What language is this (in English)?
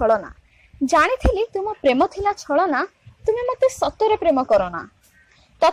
Odia